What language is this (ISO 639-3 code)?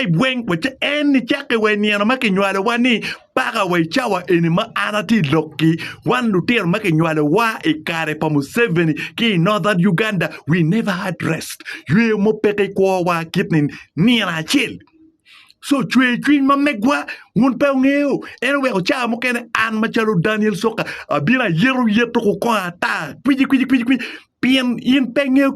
ach